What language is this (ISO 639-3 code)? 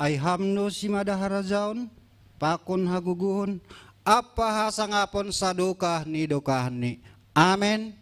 bts